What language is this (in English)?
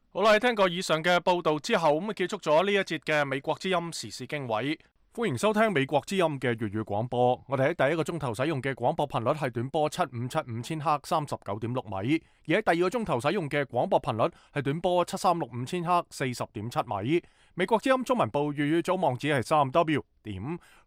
Cantonese